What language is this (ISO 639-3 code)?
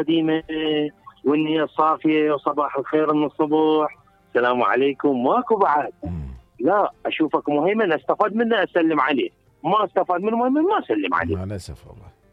acm